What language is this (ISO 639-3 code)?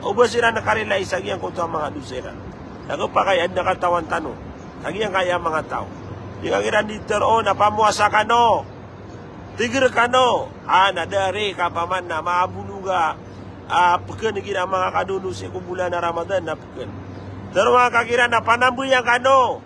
mrw